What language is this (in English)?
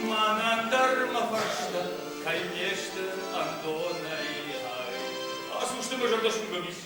Ossetic